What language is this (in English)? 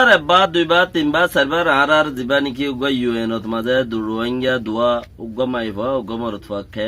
Rohingya